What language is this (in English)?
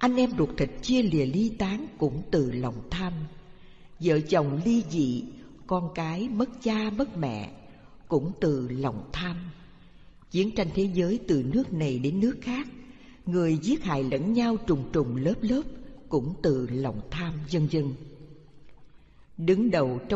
Vietnamese